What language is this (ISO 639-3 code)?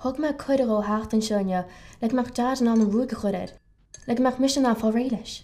gle